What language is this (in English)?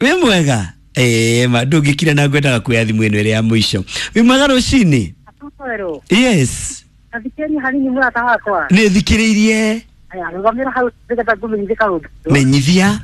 Kikuyu